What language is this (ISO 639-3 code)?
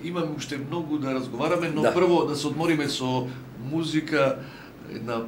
mkd